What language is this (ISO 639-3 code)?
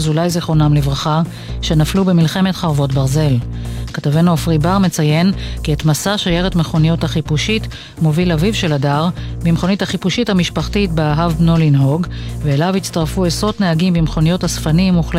heb